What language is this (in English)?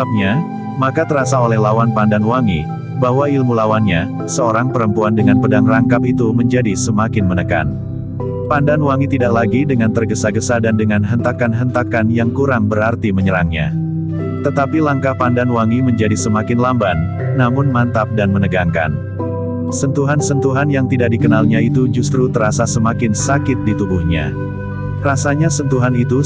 Indonesian